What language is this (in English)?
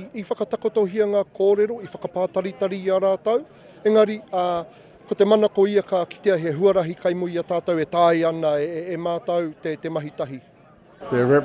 Māori